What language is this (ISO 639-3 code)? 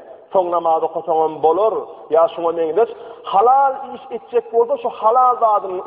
tuk